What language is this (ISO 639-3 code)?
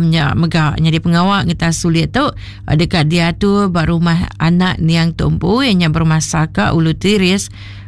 iba